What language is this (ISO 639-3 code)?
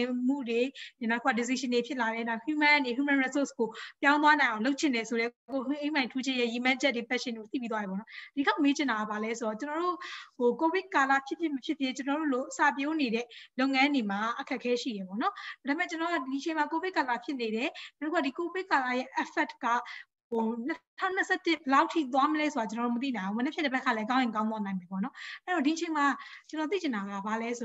mya